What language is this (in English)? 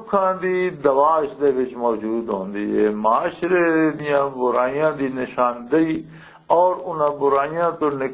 Western Panjabi